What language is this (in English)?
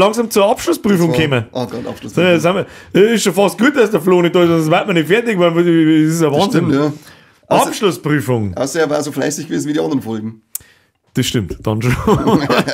Bavarian